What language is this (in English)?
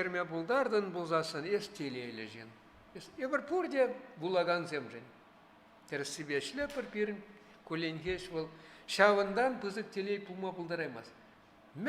Chuvash